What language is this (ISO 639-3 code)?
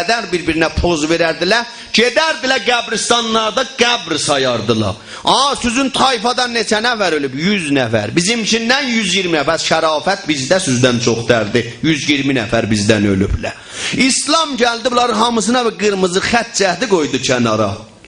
azb